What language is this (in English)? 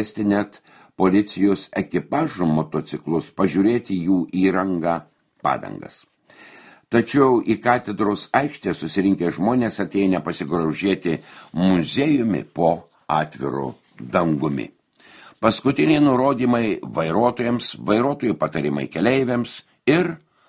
Lithuanian